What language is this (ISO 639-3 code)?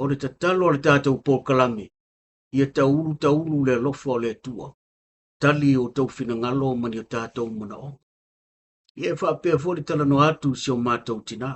smo